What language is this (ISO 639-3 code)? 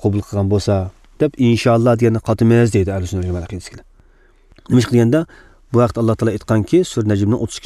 uig